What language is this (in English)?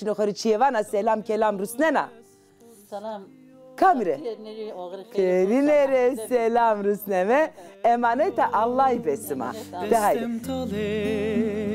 Zaza